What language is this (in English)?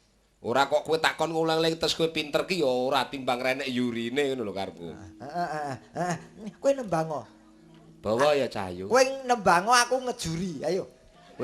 Javanese